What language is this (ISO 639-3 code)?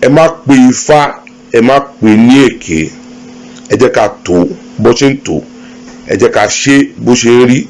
yor